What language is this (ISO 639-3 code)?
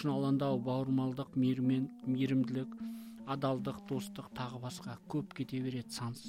kaz